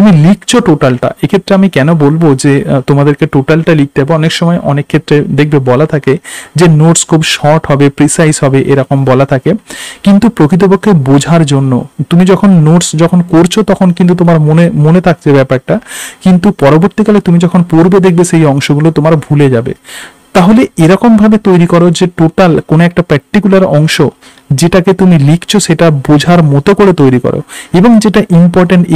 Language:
Bangla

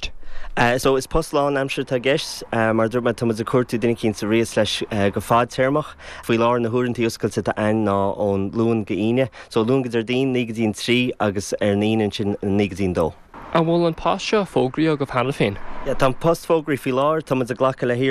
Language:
Irish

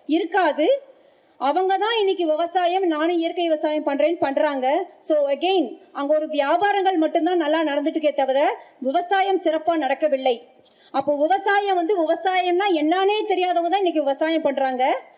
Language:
Tamil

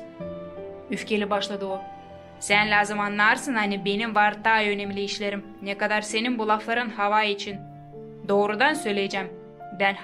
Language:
Gagauz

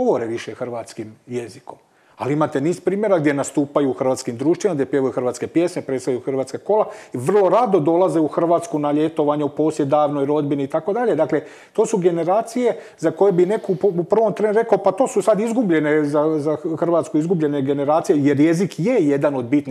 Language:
Croatian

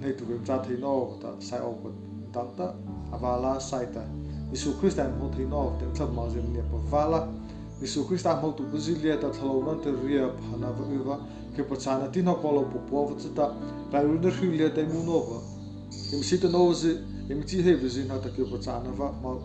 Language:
Mara Chin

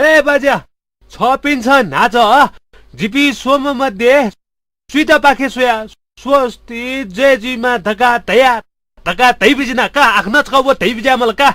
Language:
Newari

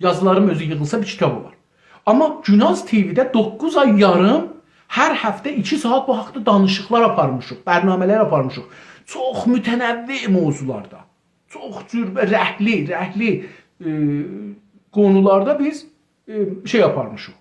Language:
South Azerbaijani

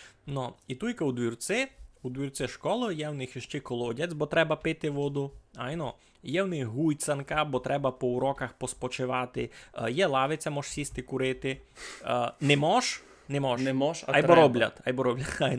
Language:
Rusyn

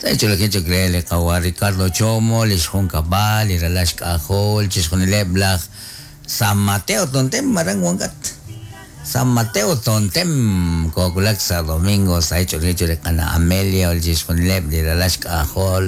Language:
Kekchí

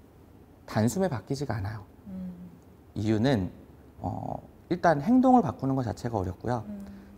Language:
Korean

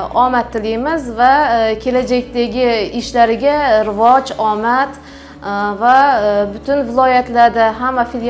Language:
Uzbek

